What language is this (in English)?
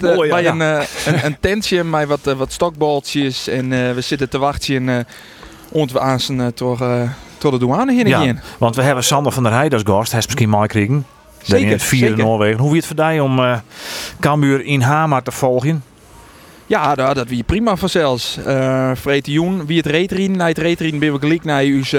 Western Frisian